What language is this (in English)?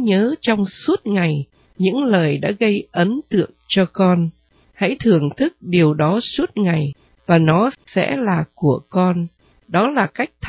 Vietnamese